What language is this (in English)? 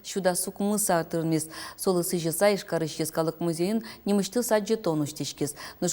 Udmurt